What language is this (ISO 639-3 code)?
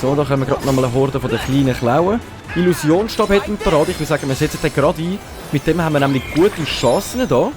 gsw